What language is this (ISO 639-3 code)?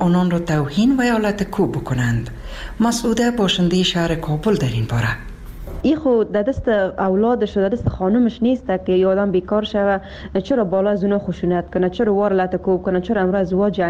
fas